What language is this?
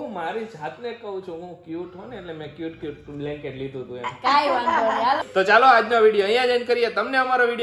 Gujarati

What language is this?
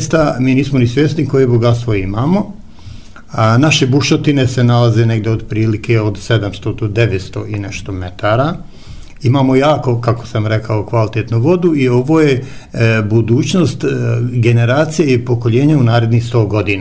Bosnian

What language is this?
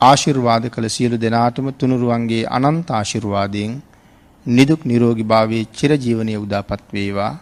Sinhala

